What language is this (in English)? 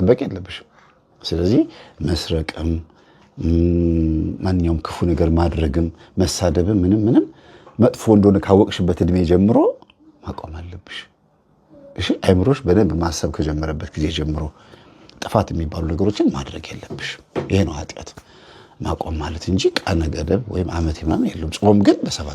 Amharic